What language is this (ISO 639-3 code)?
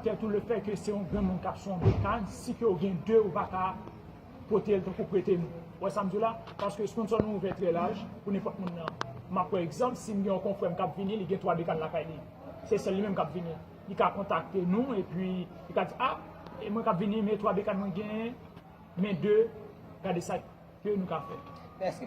hat